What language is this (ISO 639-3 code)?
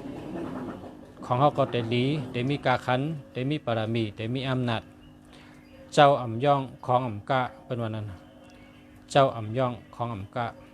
shn